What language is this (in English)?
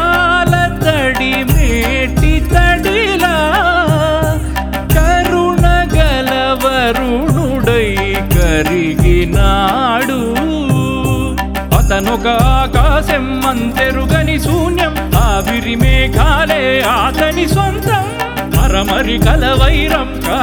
Telugu